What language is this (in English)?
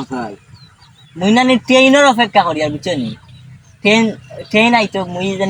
Sylheti